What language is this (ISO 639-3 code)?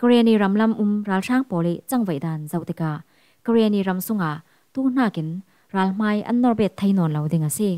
cfm